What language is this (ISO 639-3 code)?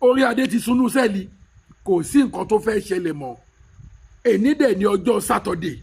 yor